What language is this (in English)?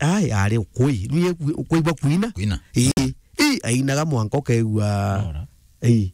Meru